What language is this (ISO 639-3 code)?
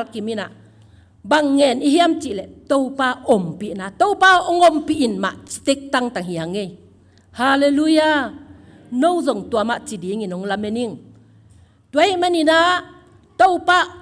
ctd